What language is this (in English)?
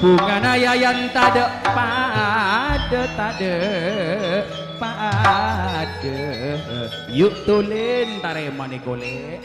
Madurese